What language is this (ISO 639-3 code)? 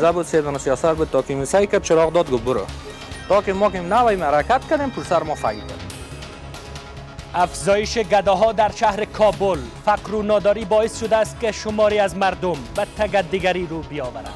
fas